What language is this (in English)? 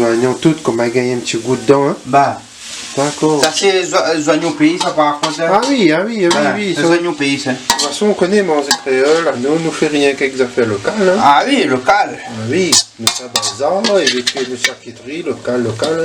Réunion Creole French